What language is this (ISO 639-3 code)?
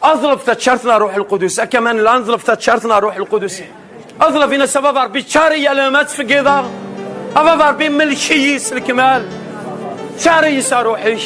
kab